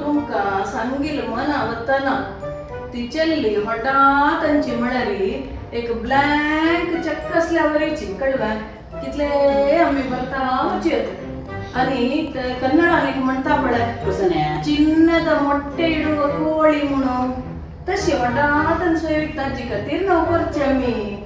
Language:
Konkani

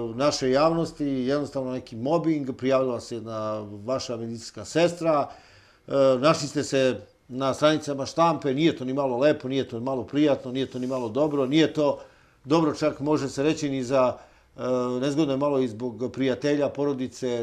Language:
Serbian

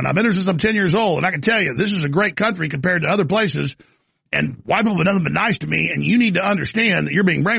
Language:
English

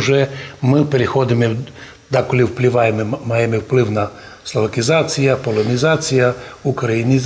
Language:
Rusyn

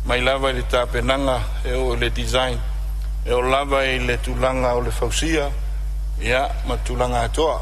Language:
Samoan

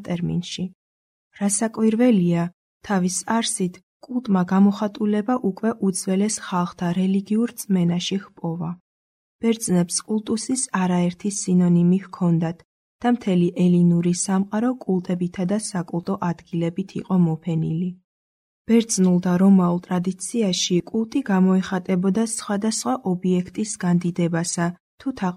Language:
Georgian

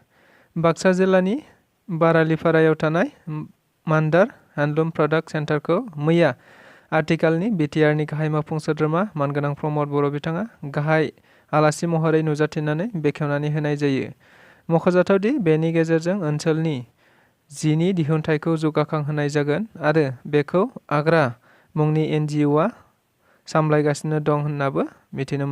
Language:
Bodo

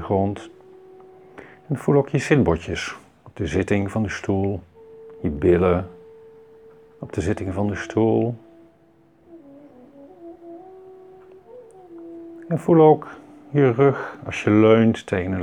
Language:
Dutch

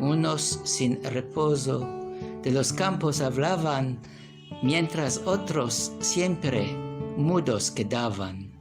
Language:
Ladino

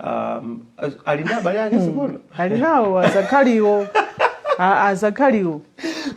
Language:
Nyanja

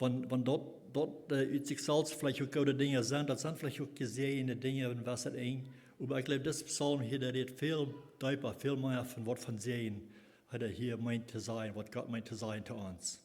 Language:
Plautdietsch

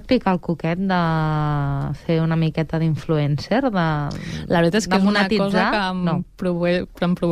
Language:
Catalan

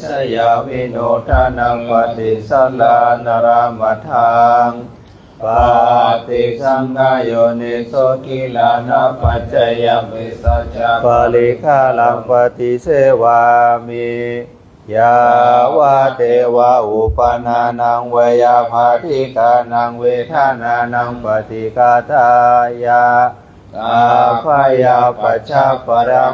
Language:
Pali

